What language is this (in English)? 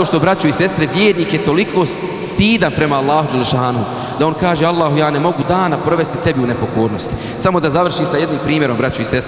Bosnian